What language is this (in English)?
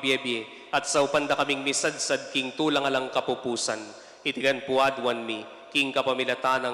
Pampanga